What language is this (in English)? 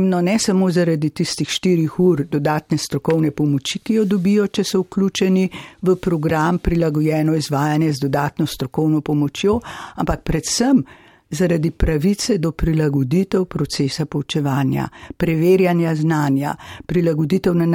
Slovenian